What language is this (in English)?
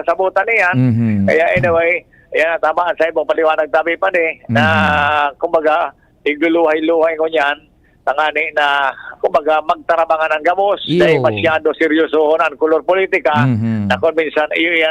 Bikol